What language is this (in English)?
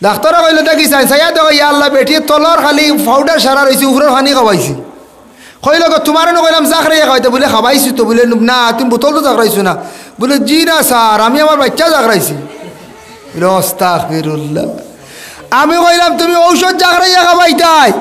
Sylheti